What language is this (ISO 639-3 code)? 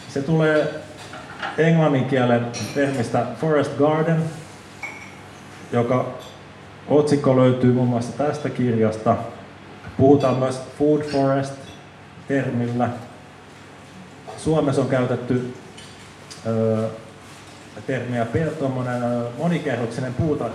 fin